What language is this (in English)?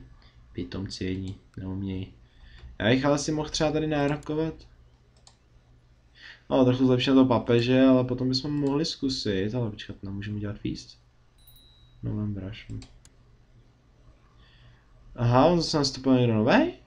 Czech